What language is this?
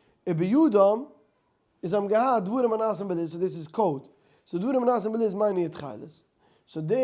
Yiddish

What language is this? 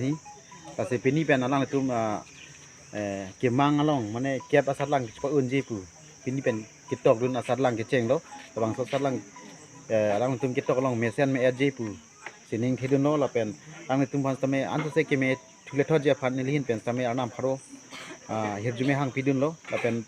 Karbi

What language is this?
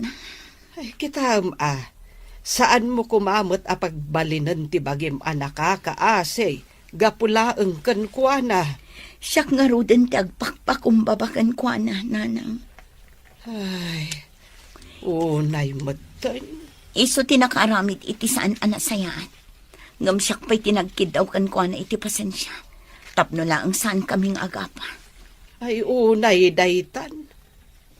Iloko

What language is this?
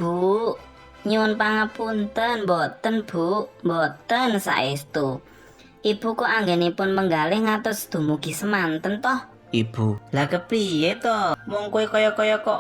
Javanese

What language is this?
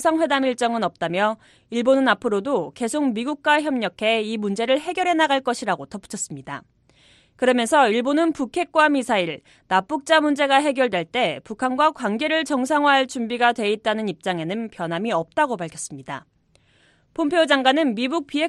Korean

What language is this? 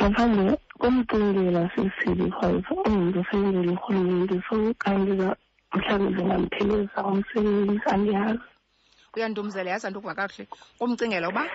Xhosa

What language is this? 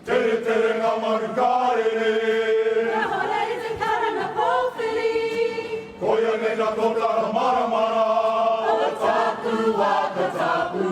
Māori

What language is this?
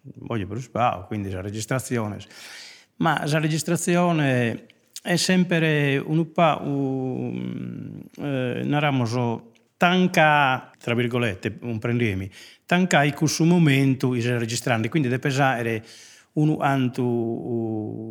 Sardinian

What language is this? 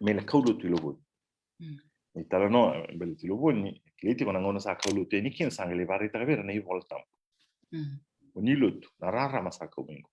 Fijian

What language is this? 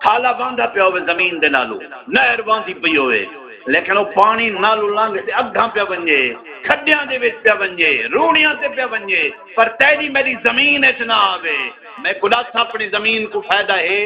Saraiki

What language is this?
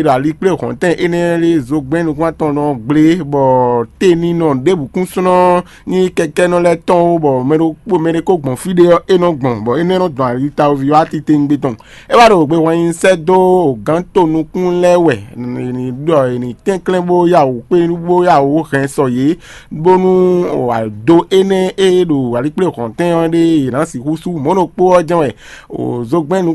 Fon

